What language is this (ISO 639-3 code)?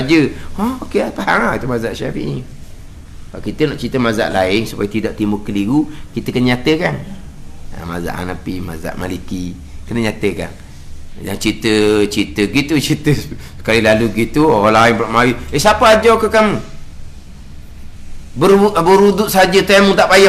msa